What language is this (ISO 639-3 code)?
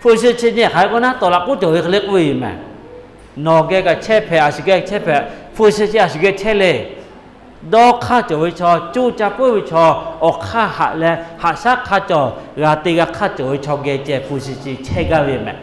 lhu